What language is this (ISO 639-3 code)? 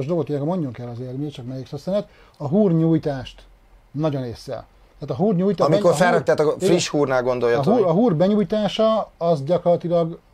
hun